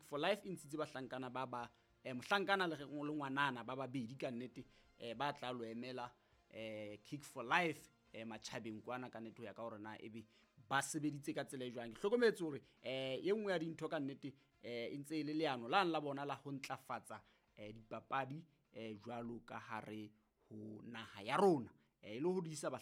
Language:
Southern Sotho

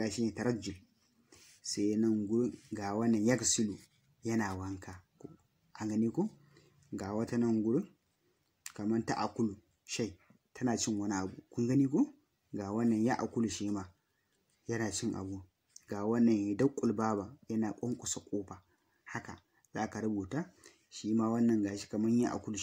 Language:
Hausa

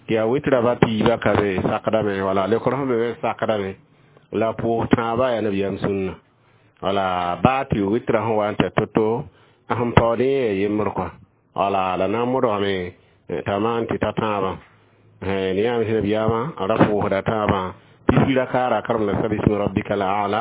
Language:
Mossi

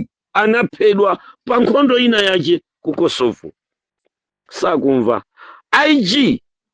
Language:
Nyanja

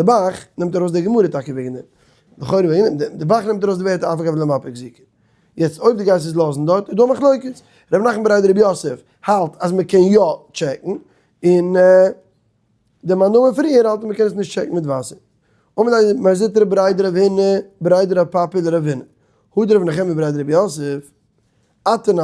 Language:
Yiddish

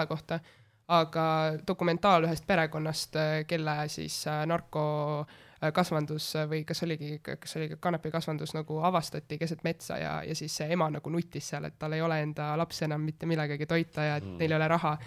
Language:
Estonian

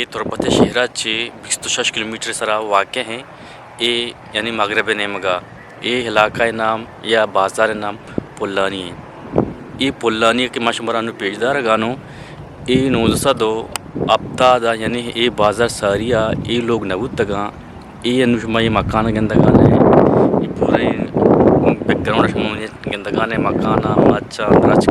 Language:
Eastern Balochi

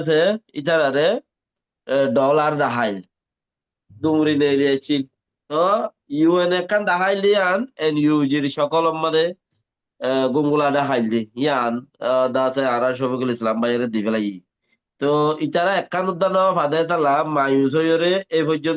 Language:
Rohingya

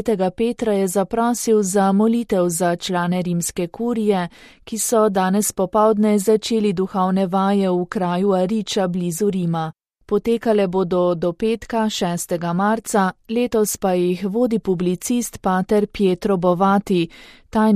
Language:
Slovenian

